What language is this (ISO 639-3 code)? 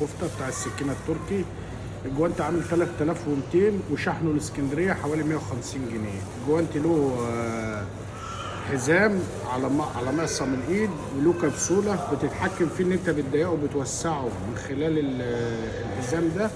arz